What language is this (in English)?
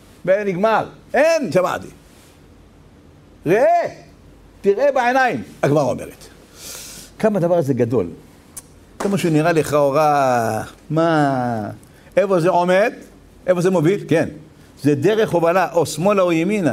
Hebrew